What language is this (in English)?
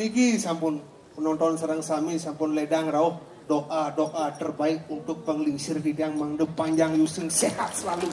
Balinese